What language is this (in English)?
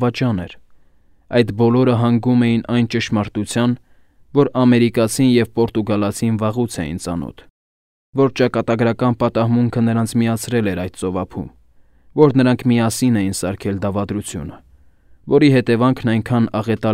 Armenian